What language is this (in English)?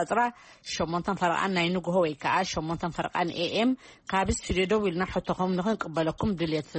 Tigrinya